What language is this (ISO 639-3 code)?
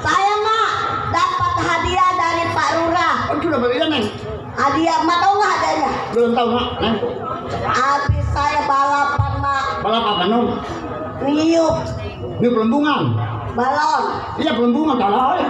bew